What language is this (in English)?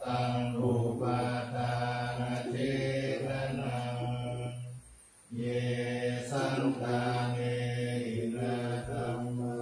Pali